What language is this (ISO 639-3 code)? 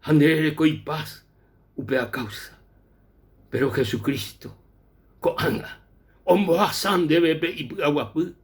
grn